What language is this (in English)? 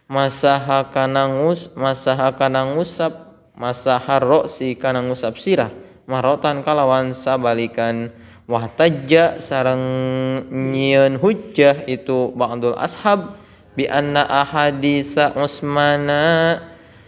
Sundanese